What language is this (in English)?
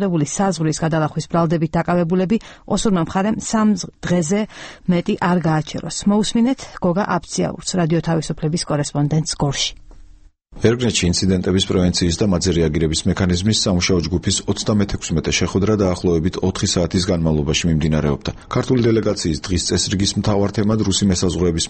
Georgian